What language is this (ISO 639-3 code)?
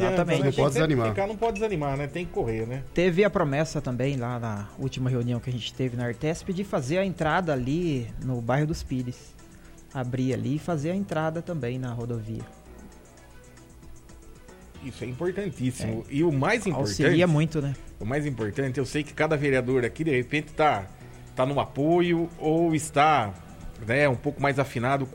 por